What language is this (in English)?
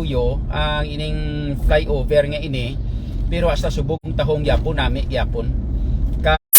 Hiligaynon